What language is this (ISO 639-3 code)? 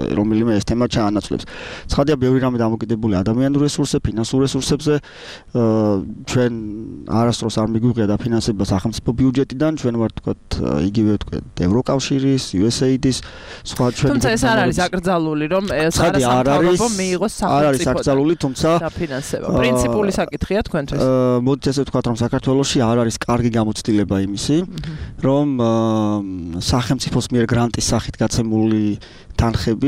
kat